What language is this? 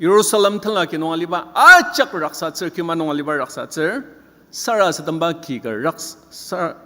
Ao Naga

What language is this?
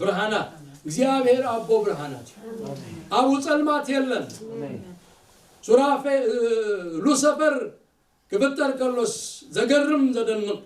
Tigrinya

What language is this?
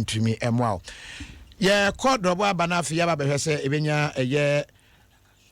Akan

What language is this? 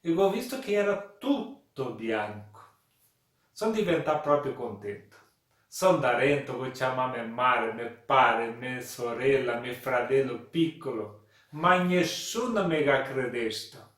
Venetian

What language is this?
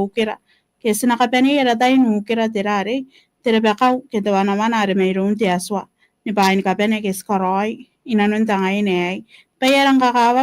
Gilbertese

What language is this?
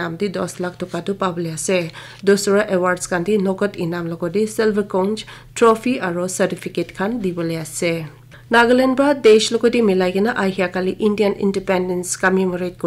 Naga Pidgin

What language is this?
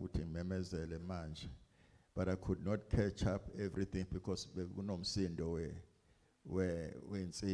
Zulu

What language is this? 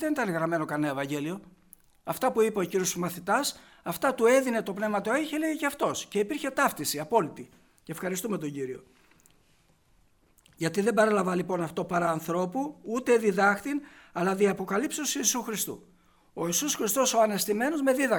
Greek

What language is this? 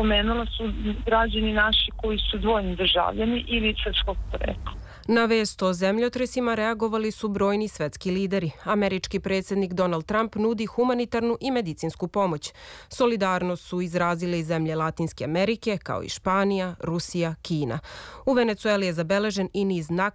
Serbian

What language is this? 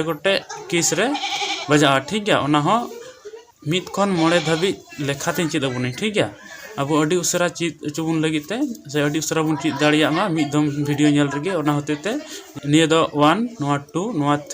Santali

